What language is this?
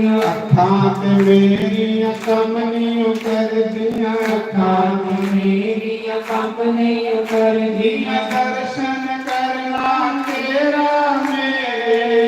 Dogri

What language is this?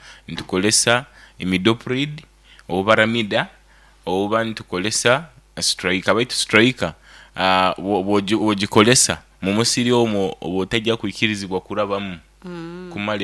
Nyoro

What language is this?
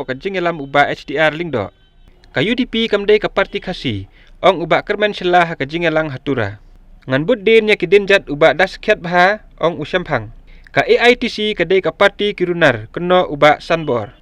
Khasi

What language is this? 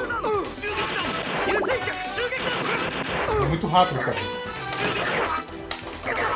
Portuguese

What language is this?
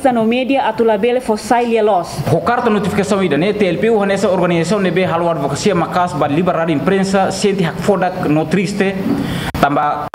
Tetum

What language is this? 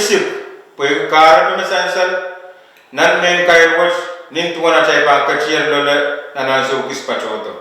Pohnpeian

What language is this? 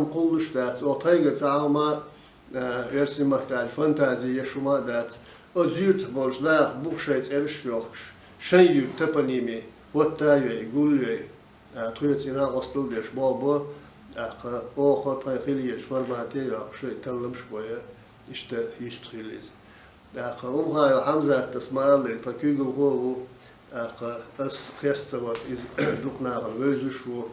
Chechen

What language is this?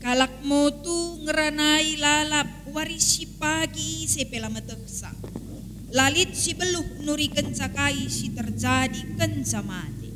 Batak Karo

